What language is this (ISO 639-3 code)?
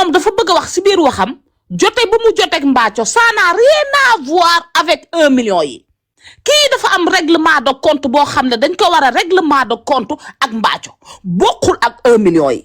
wol